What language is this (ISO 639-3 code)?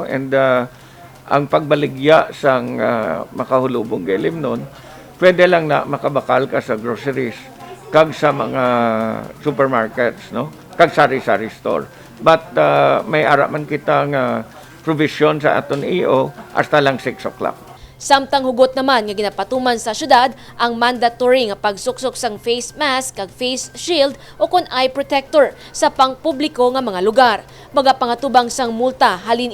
hil